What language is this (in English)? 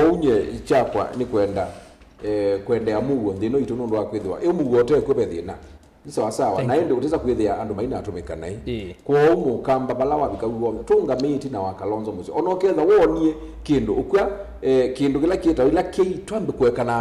Kamba